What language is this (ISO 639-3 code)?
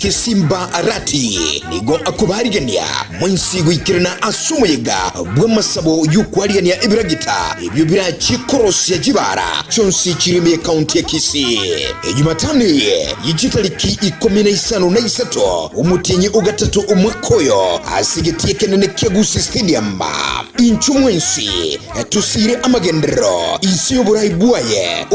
guz